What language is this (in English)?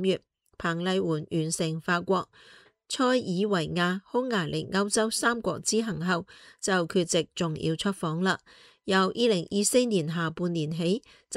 Cantonese